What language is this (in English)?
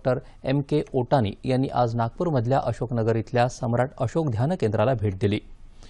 Marathi